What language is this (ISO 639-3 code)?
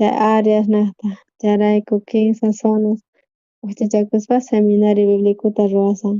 quh